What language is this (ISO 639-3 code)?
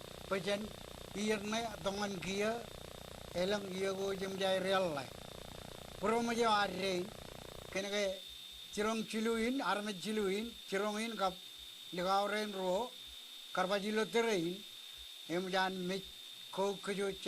mah